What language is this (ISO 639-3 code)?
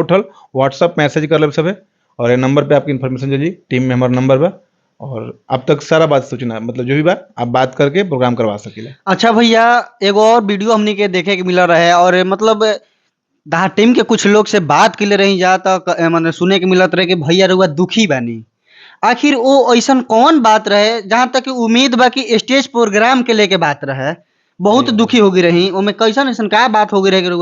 bho